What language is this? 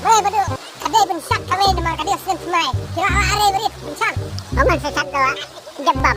Khasi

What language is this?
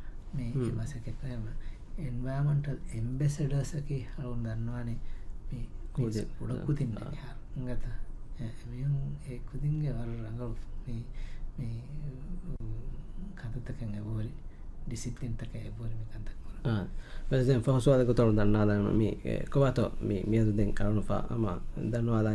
Divehi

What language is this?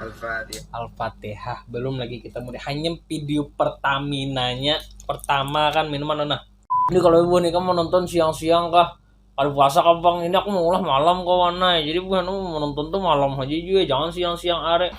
Banjar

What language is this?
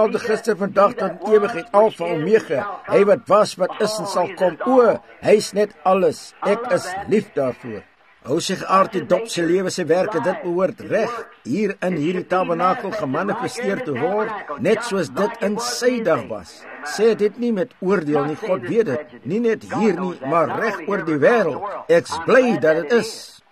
Afrikaans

